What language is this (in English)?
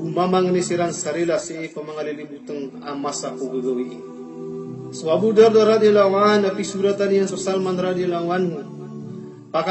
Maranao